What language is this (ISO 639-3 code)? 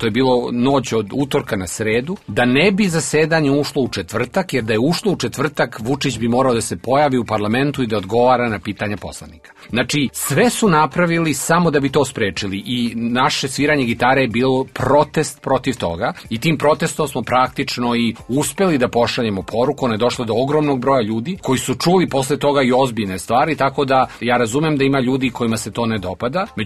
srp